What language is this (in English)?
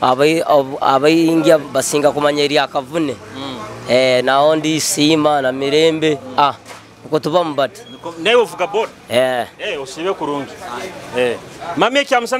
Nyoro